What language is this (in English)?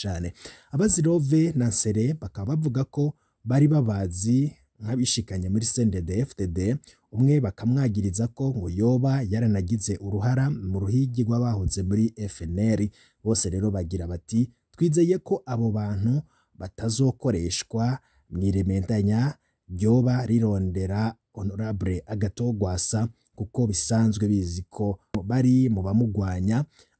Rundi